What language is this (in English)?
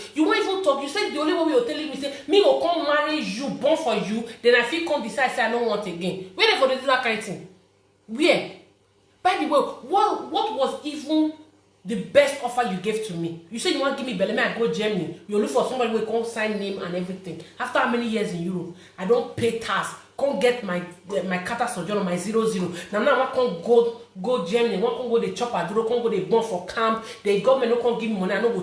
Nigerian Pidgin